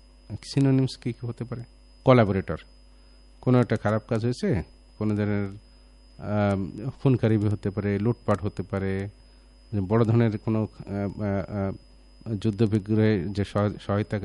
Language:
Bangla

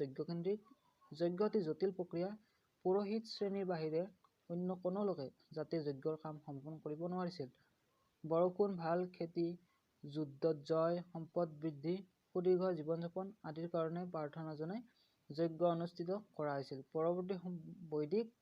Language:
Assamese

